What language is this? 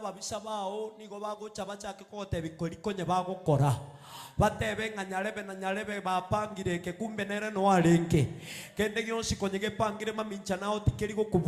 Gusii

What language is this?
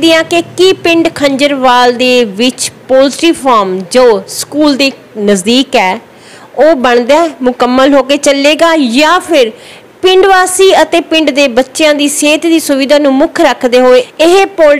Punjabi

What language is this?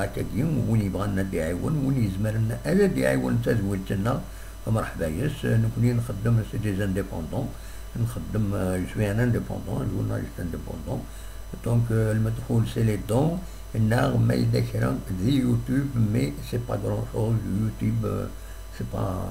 Kabyle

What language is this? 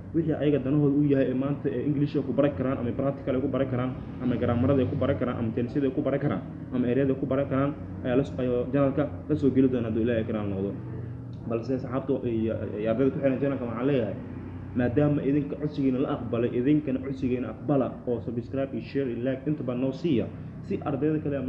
Somali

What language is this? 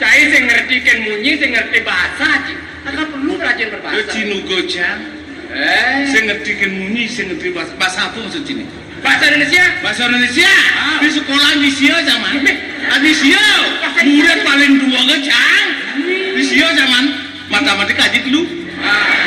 Balinese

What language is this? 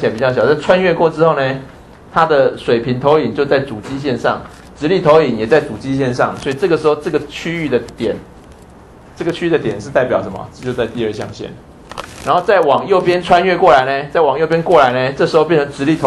Chinese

